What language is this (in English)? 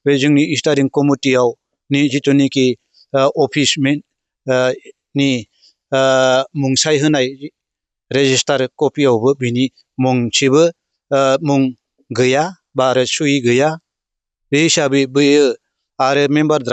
Bodo